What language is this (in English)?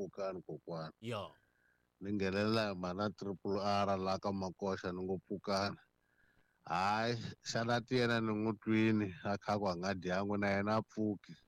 Tsonga